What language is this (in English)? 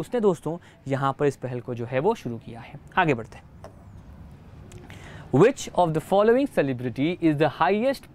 Hindi